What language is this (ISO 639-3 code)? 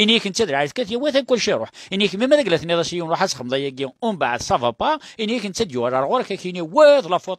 kab